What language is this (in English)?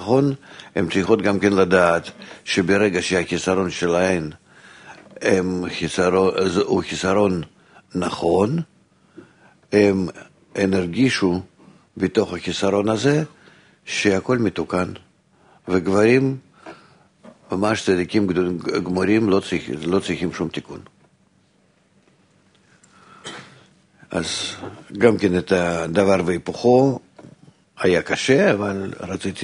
Hebrew